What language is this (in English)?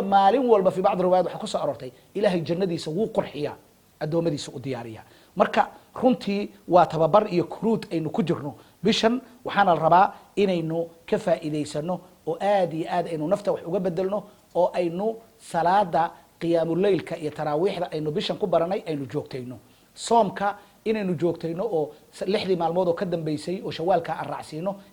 Somali